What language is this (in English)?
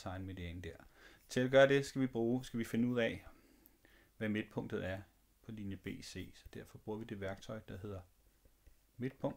Danish